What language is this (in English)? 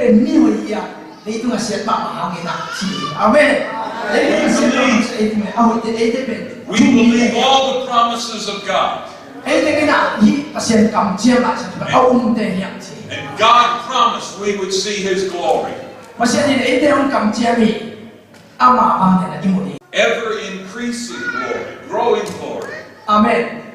Tedim Chin